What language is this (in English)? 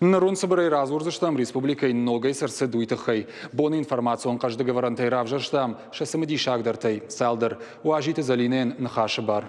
Ossetic